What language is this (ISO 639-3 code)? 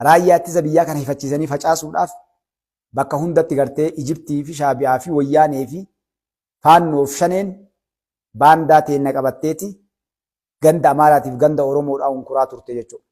orm